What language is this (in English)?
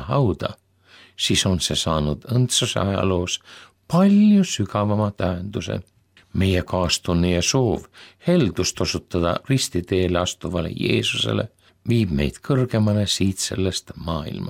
Estonian